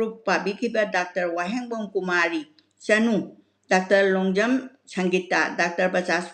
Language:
Manipuri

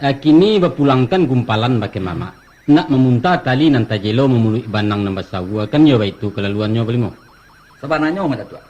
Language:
Minangkabau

